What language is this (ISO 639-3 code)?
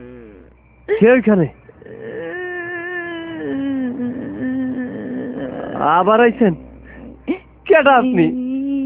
ben